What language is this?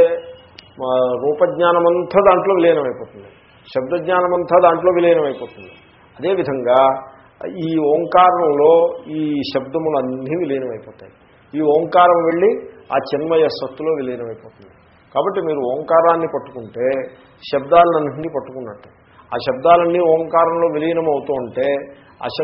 Telugu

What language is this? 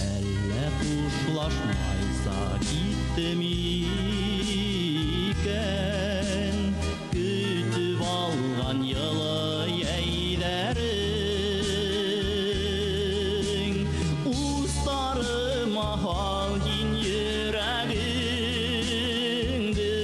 Bashkir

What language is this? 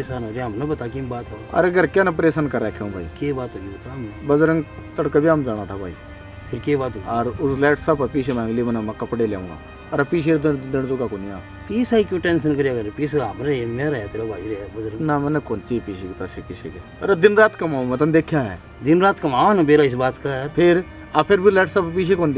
Haryanvi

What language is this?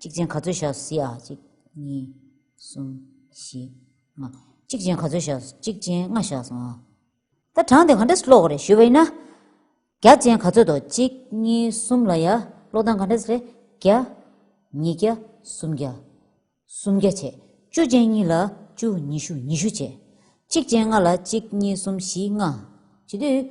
Tibetan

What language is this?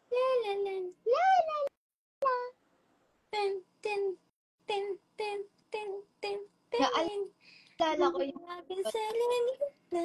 Filipino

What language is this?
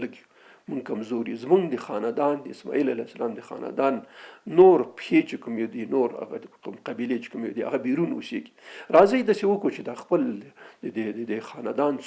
Pashto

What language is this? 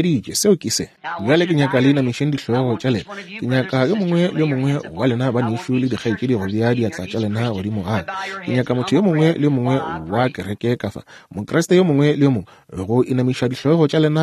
Northern Sotho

